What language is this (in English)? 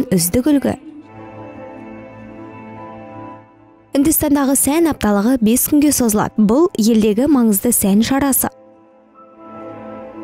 Kazakh